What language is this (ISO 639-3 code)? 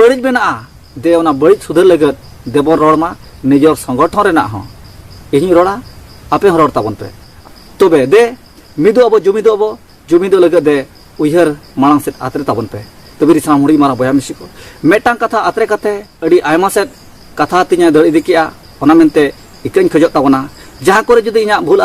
sat